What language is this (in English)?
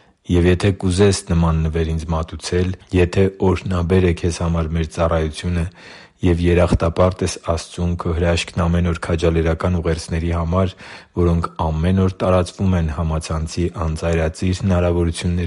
Armenian